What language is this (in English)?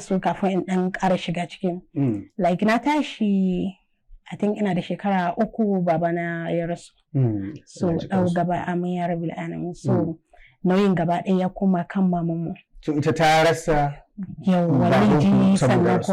Hausa